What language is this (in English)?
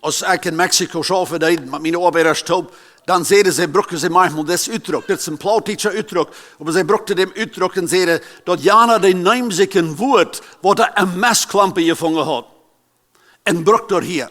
Plautdietsch